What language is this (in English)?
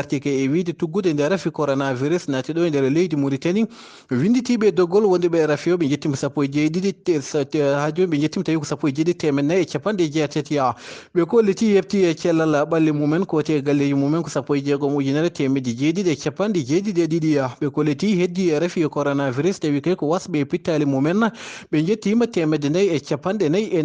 Fula